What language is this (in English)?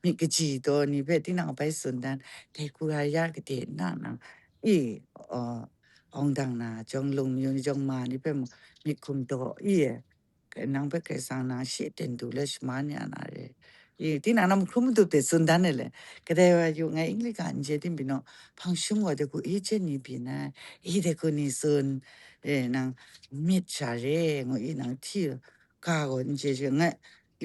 Kachin